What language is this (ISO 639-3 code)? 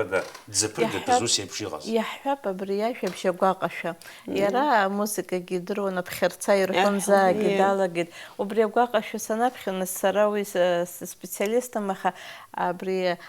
abk